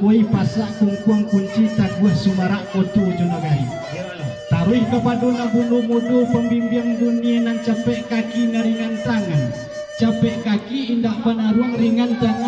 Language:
Minangkabau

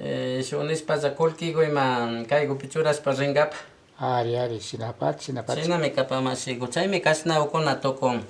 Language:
Imbabura Highland Quichua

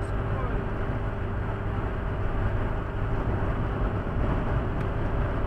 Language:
Bulgarian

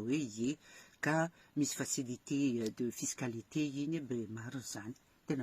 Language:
Malagasy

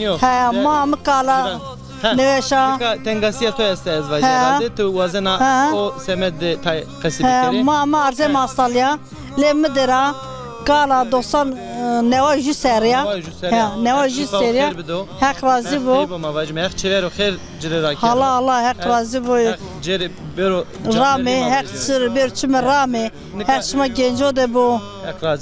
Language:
Zaza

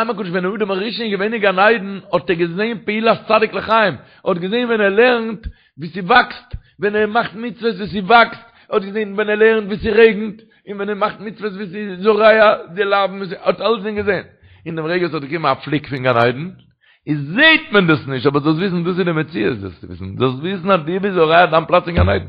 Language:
Yiddish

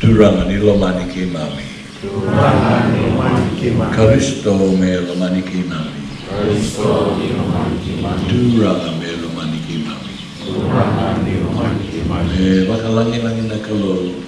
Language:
Fijian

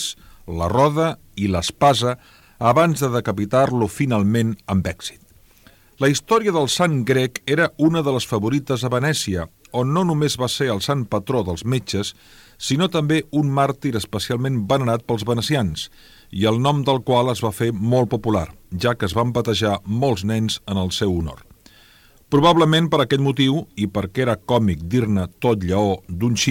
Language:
Catalan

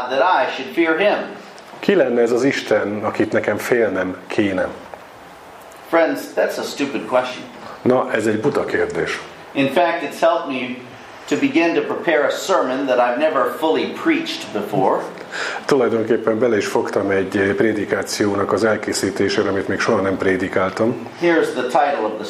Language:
Hungarian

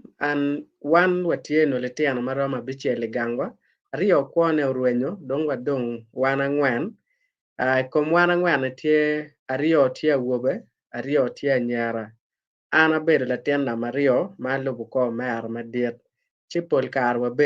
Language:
Acoli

